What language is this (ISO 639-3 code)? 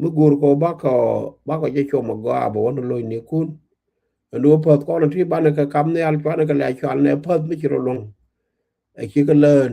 nus